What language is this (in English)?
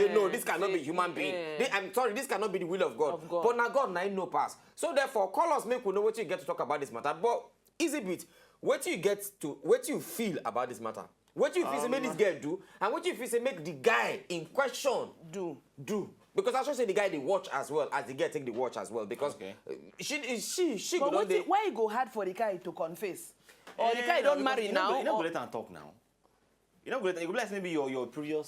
Nigerian Pidgin